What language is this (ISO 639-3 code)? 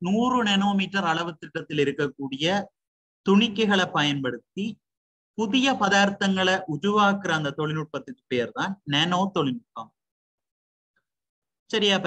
tam